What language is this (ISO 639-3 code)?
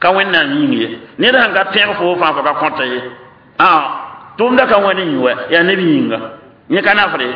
mos